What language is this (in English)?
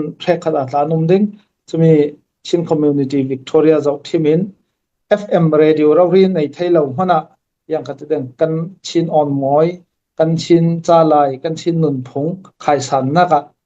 Falam Chin